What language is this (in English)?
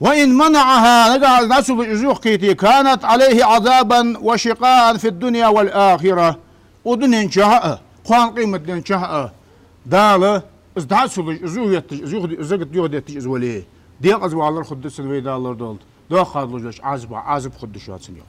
Ingush